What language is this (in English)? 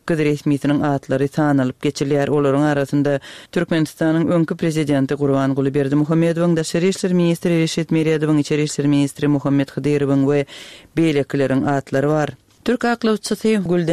Turkmen